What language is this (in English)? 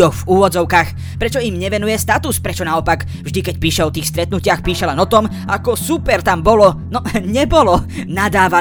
Slovak